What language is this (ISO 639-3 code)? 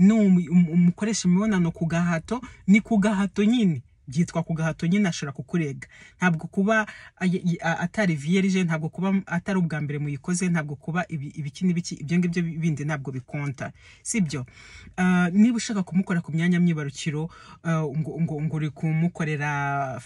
kin